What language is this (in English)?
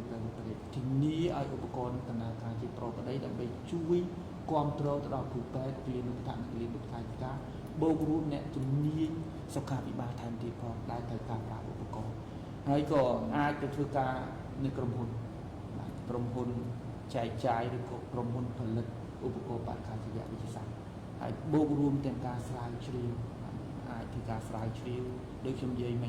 Khmer